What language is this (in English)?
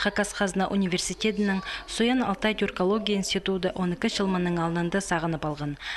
Khakas